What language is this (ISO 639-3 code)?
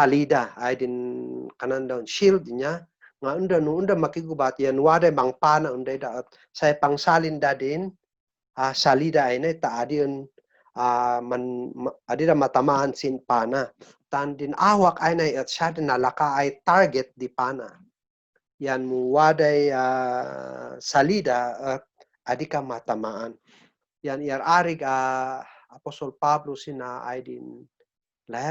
kne